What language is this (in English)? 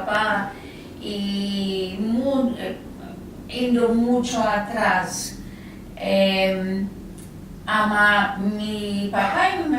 Ladino